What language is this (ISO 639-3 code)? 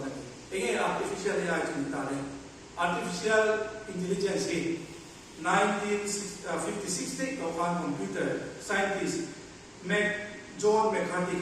lus